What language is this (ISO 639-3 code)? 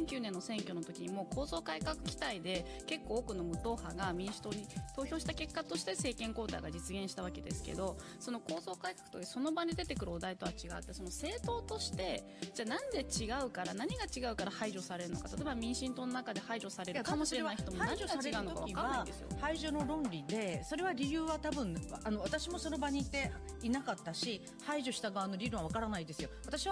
jpn